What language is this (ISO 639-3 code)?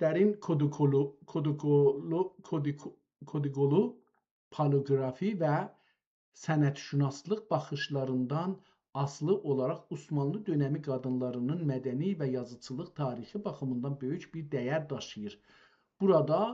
azb